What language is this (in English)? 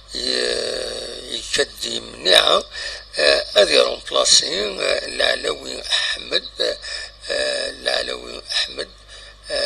Kabyle